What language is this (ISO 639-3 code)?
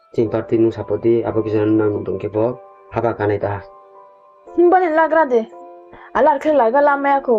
ria